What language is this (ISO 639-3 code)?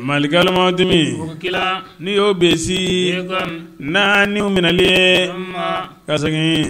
bam